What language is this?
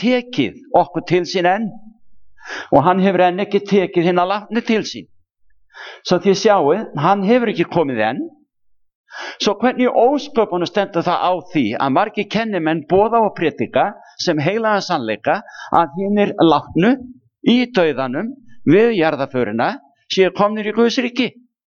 Icelandic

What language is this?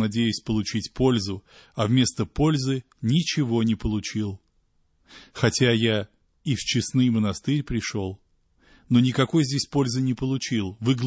Russian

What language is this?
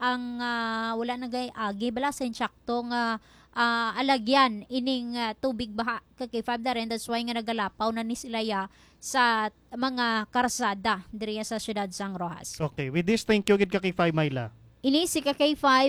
Hiligaynon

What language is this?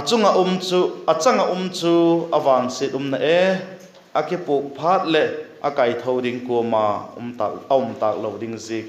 Vaiphei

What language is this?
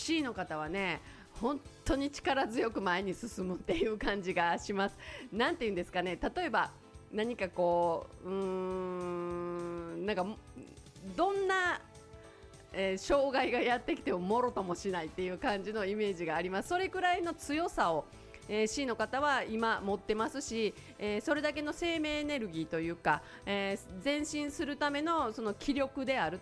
Japanese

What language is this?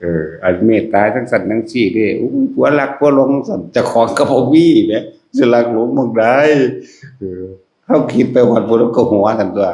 Northeastern Thai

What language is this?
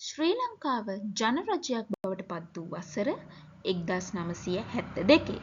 Sinhala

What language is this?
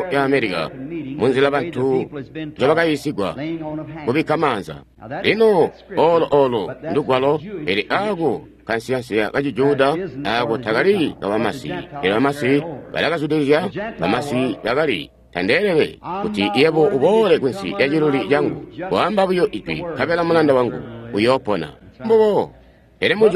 Tonga (Zambia)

